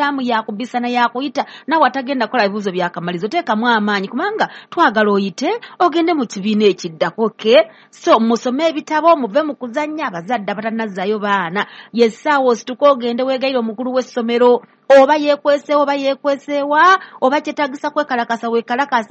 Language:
Ganda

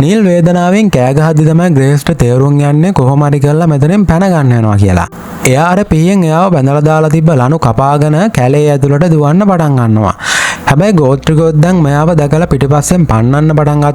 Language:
Sinhala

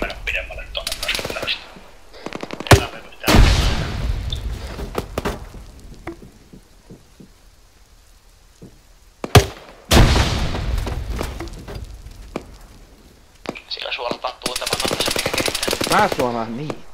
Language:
Finnish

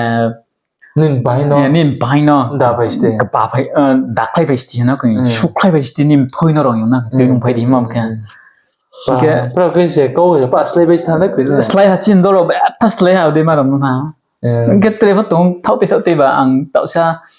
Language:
Riang (India)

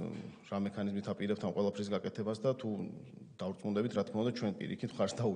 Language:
Georgian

